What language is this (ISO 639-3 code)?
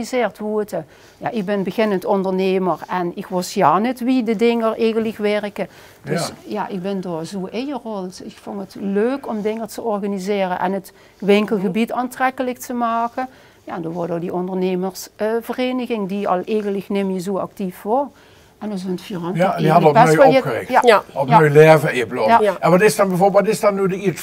lim